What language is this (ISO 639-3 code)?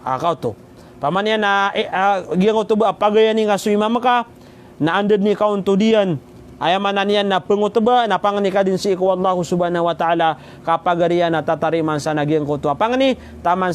mrw